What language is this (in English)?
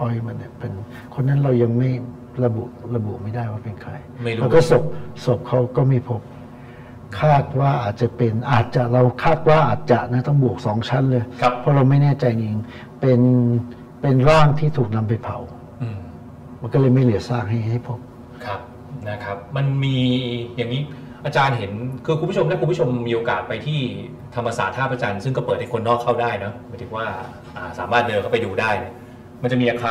Thai